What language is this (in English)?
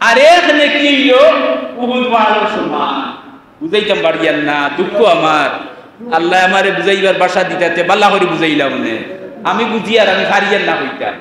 Sylheti